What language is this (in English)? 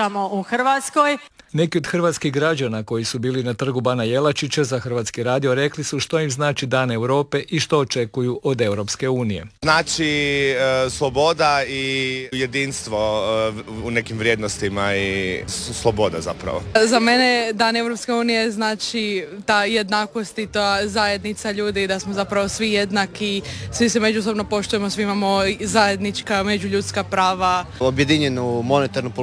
Croatian